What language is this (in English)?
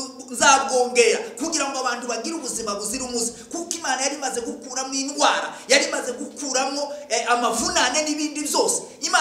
Kinyarwanda